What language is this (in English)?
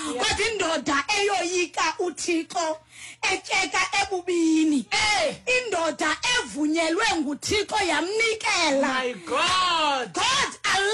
Xhosa